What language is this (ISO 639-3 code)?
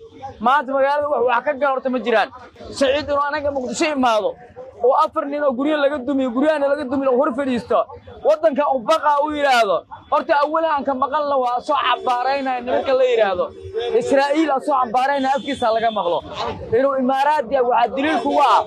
som